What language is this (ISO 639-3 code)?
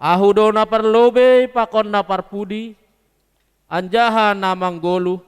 bts